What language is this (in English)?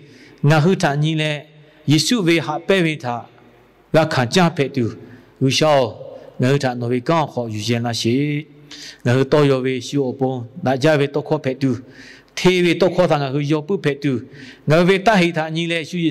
Lahu